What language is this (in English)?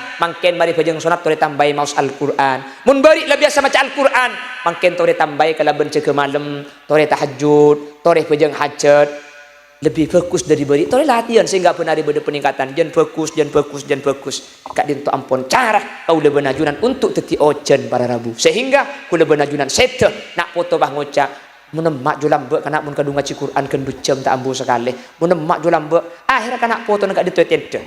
Madurese